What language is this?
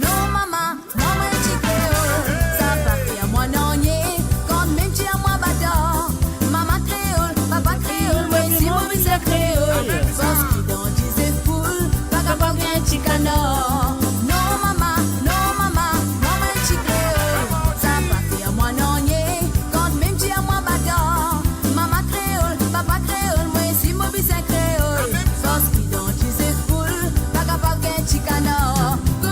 Morisyen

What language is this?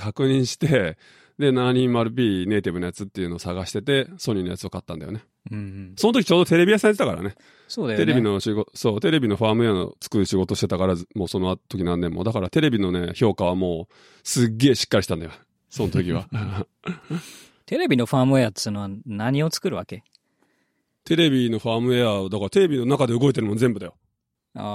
Japanese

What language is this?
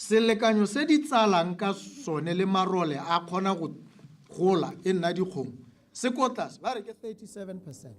Tswana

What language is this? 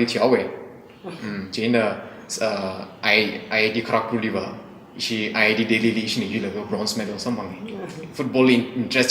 Tangkhul Naga (India)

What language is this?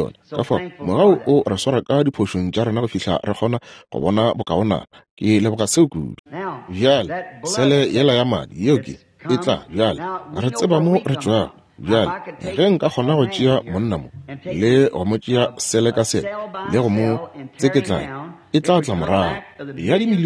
Northern Sotho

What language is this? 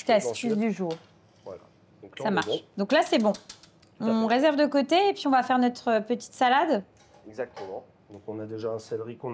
French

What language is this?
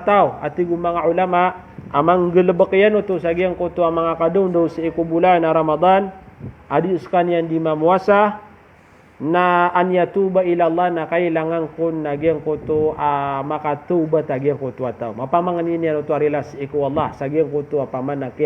Maranao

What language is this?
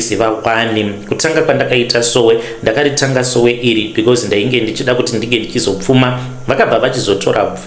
Shona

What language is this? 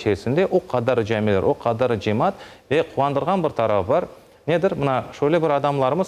Crimean Tatar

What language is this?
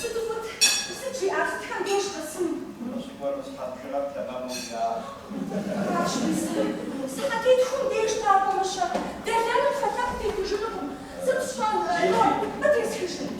Kabardian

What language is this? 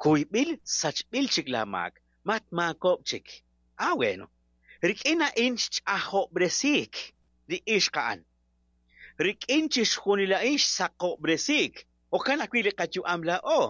Kekchí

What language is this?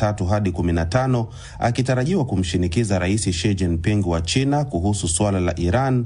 Swahili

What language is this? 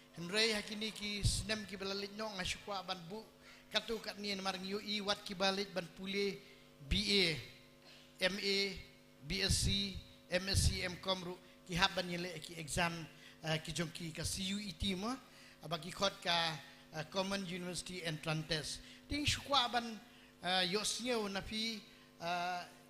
Khasi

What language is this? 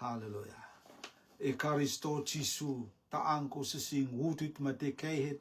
Rotuman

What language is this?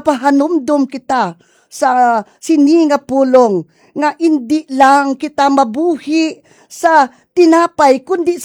Hiligaynon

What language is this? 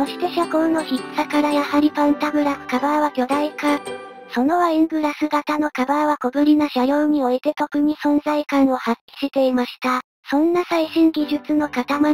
Japanese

